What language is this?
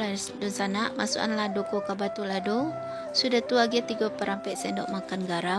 Minangkabau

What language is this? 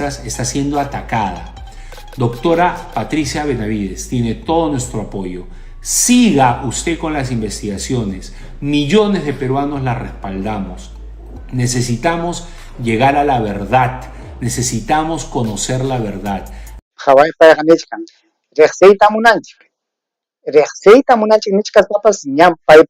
Ayacucho Quechua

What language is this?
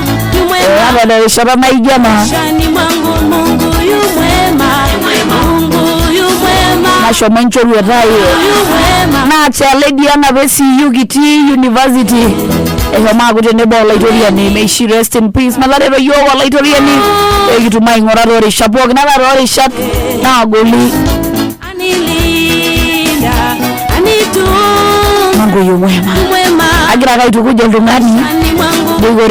Masai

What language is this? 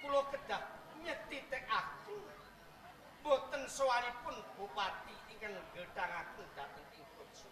Javanese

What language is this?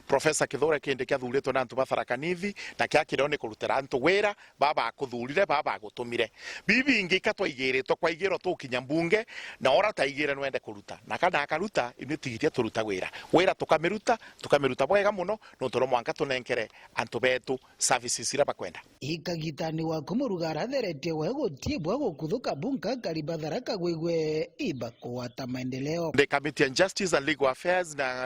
Meru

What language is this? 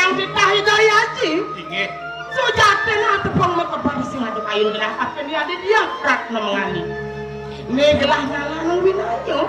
Balinese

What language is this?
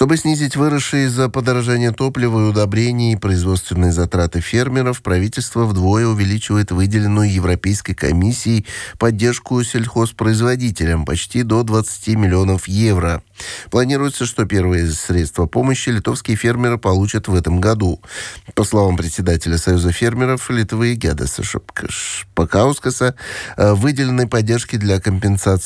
Russian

